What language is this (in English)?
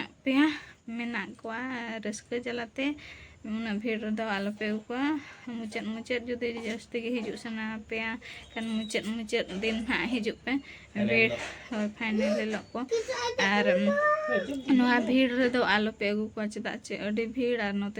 Santali